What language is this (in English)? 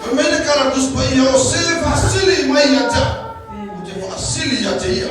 Samoan